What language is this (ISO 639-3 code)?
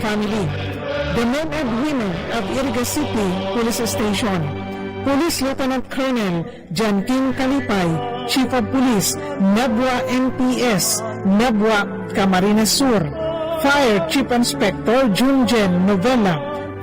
bik